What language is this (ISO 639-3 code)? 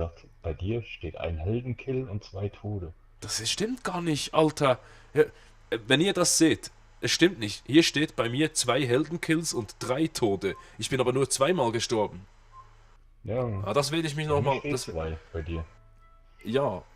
gsw